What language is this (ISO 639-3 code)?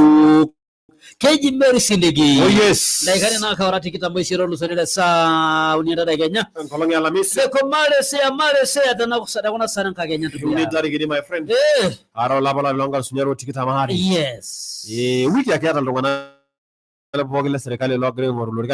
mas